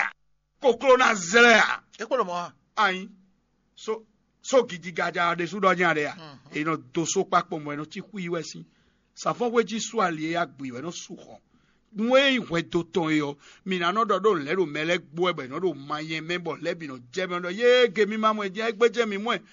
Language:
Fon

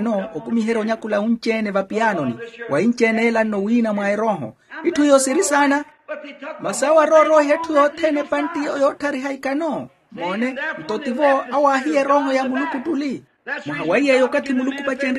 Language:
Makhuwa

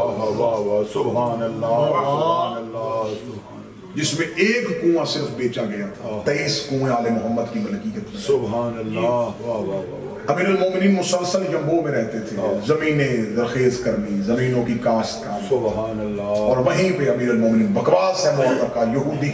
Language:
Urdu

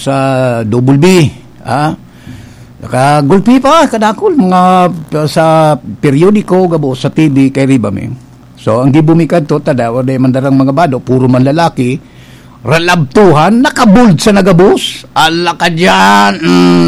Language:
Bikol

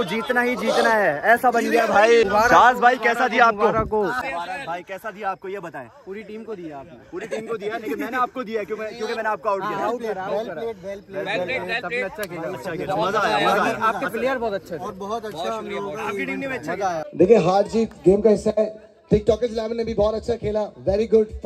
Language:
Hindi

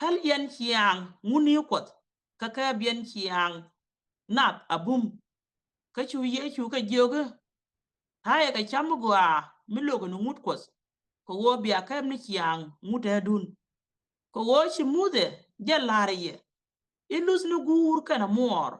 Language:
Nuer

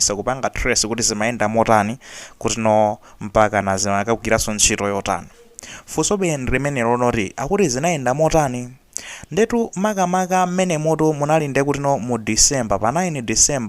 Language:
Nyanja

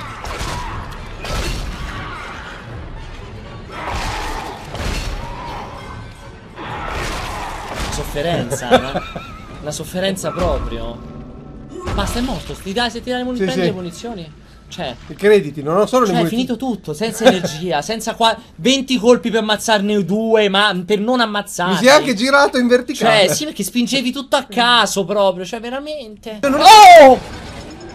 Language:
Italian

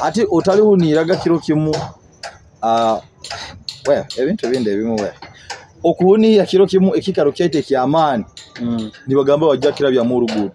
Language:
Nyoro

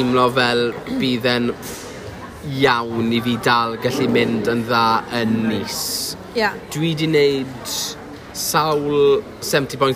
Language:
Welsh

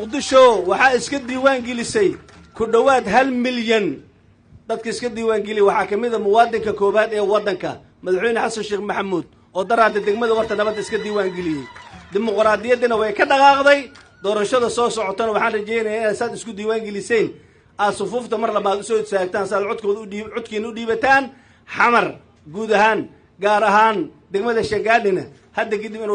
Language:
Somali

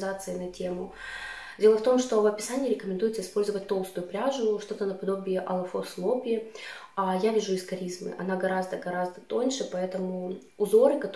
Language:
Russian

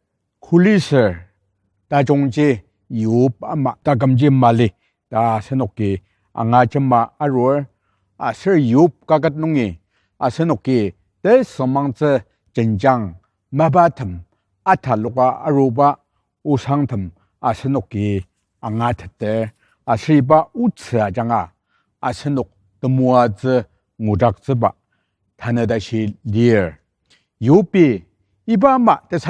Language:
Ao Naga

